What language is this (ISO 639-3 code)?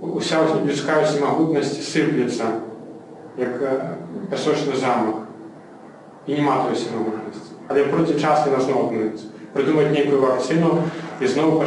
bel